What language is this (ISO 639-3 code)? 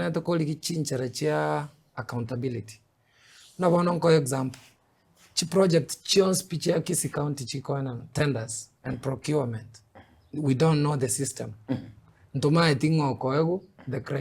guz